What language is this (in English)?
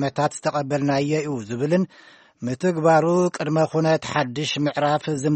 Tigrinya